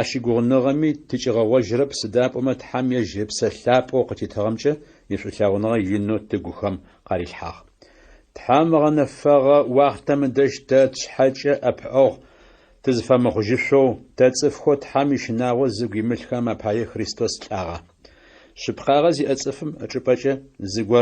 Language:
Adyghe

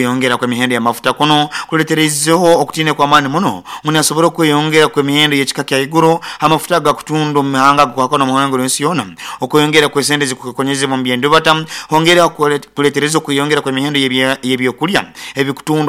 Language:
Nyoro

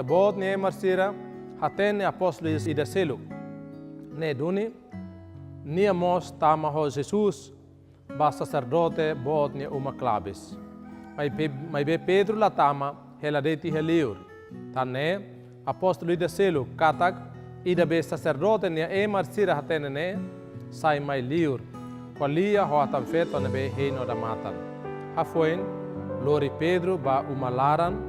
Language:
Tetum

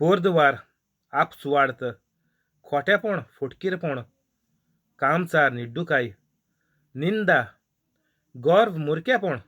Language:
Konkani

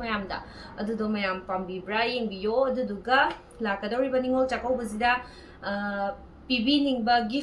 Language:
Manipuri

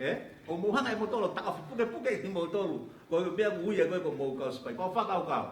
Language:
Tongan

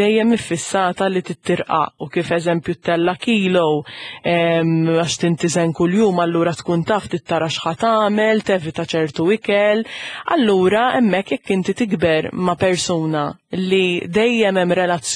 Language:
Maltese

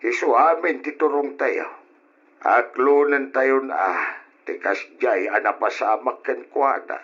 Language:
Iloko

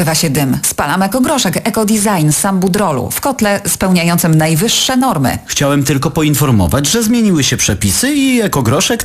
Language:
Polish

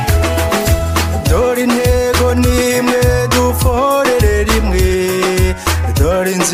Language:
Kinyarwanda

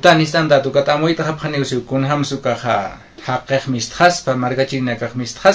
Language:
Aymara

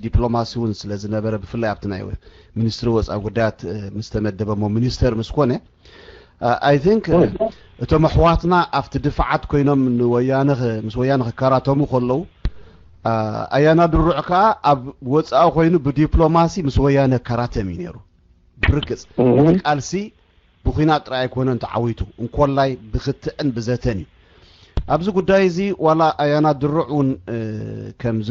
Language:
Tigrinya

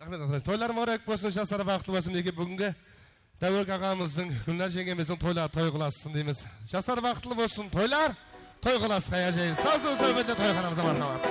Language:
Kara-Kalpak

